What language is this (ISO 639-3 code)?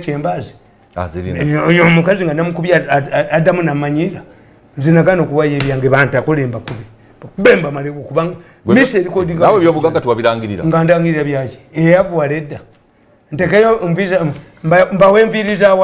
lug